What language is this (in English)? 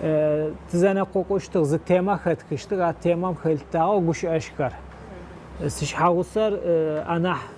Adyghe